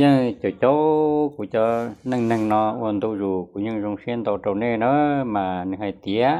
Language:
Hmong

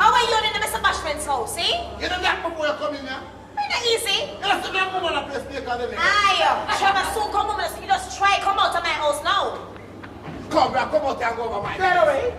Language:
Jamaican Creole English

